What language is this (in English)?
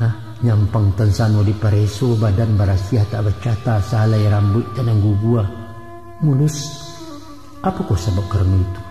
Minangkabau